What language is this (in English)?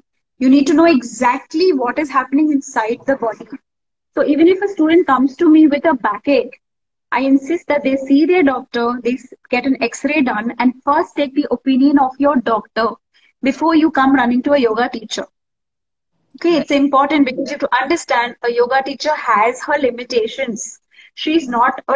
English